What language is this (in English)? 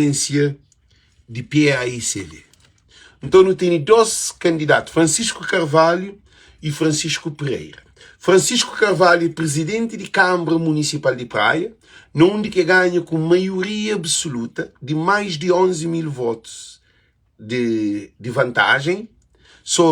Kabuverdianu